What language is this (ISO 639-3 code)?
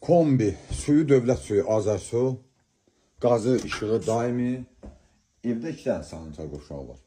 aze